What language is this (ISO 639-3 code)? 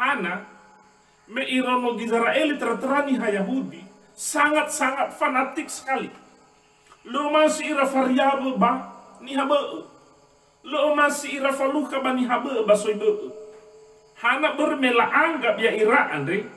nia